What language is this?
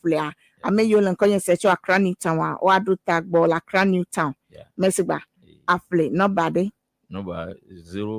Ewe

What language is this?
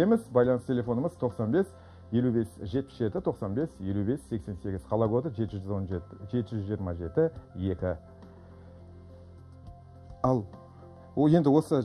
Kazakh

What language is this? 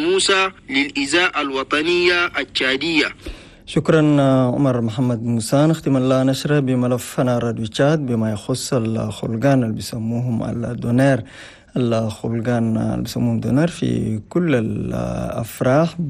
Chadian Arabic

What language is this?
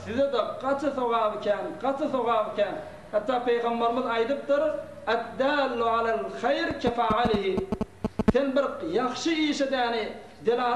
Turkmen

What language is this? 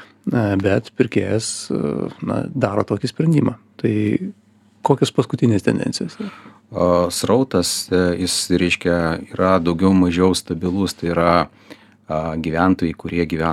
Lithuanian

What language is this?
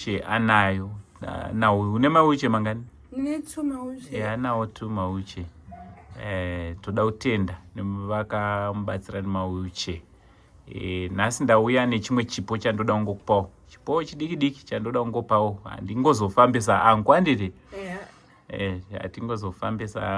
Shona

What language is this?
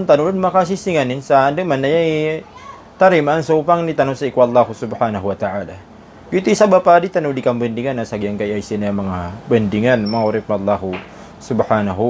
Maranao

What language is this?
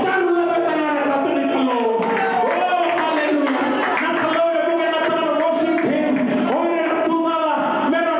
Fijian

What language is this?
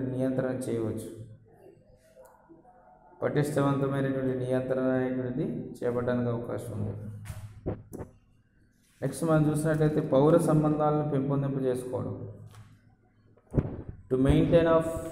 Telugu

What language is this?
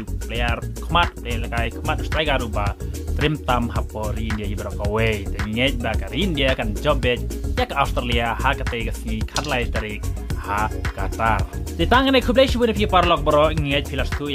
Khasi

